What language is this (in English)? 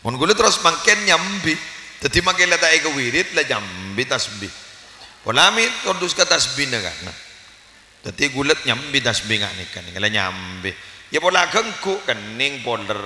Madurese